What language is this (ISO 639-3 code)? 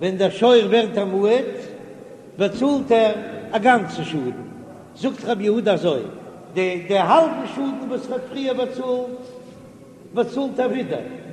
yid